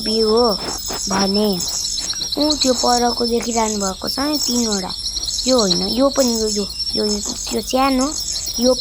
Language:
Nepali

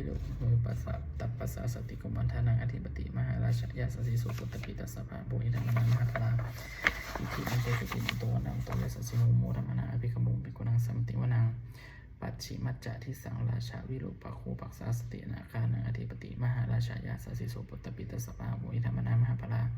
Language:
Pali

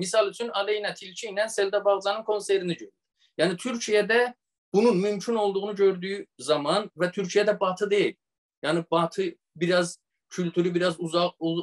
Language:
South Azerbaijani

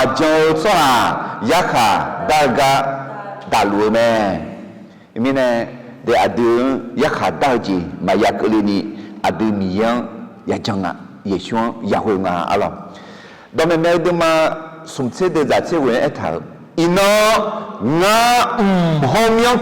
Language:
Akha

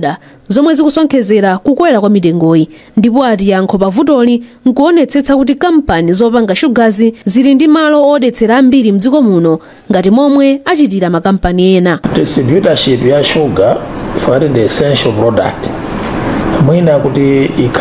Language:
Nyanja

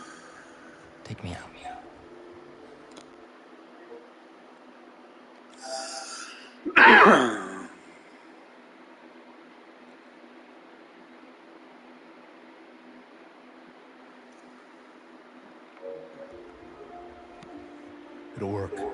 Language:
English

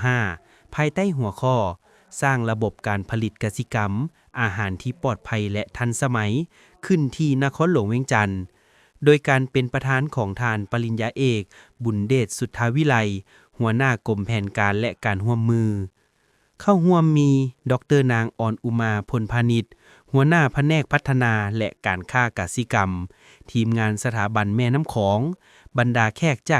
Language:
Lao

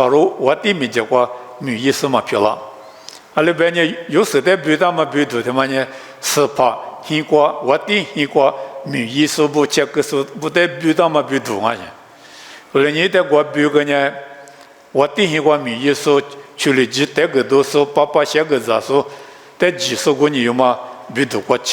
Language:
Lisu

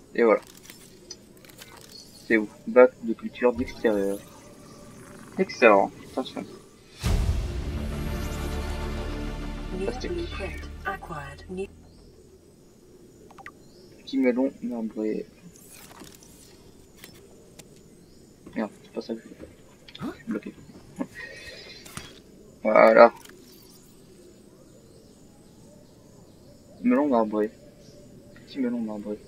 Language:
French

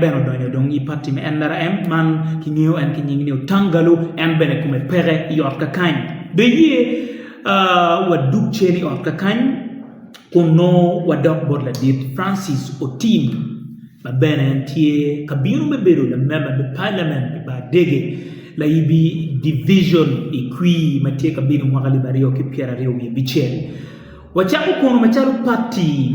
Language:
Acoli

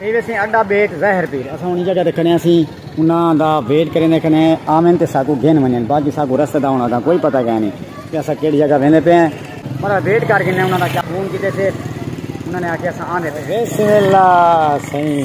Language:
Saraiki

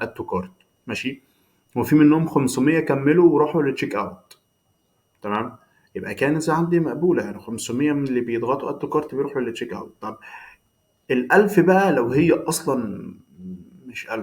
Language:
Egyptian Arabic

